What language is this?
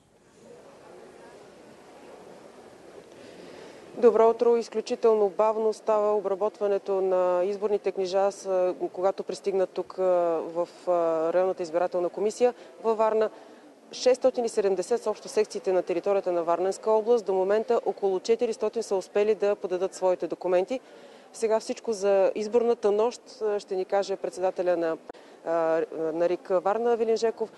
Bulgarian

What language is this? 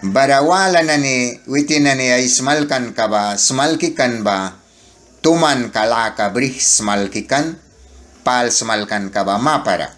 Mískito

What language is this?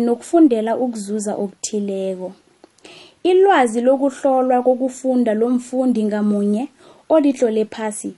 South Ndebele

